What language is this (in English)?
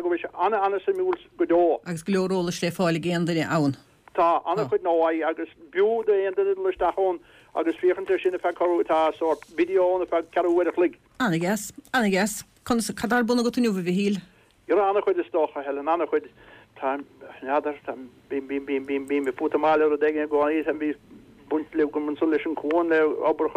Irish